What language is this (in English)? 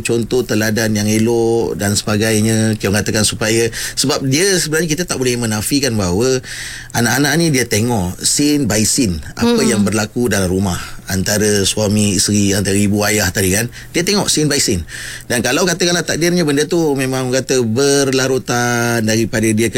Malay